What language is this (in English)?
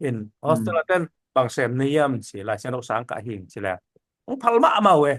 Tedim Chin